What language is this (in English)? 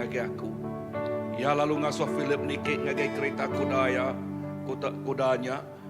Iban